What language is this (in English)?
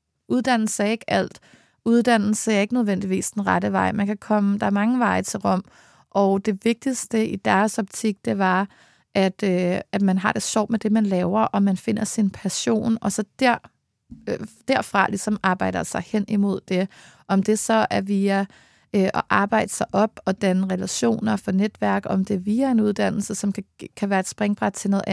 Danish